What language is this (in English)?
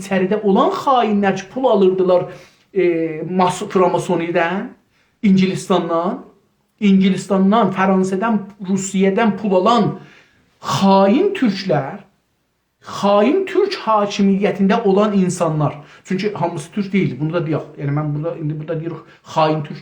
South Azerbaijani